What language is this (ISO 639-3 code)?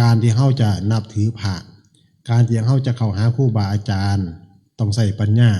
tts